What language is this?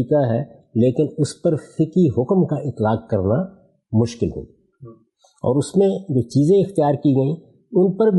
Urdu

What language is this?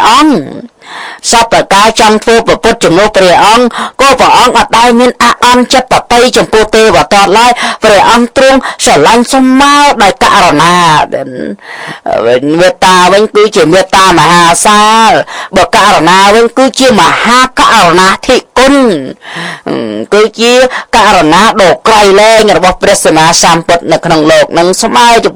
Khmer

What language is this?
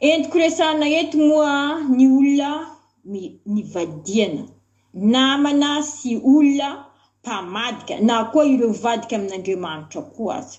Malagasy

